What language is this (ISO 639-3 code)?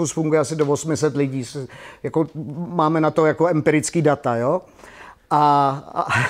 ces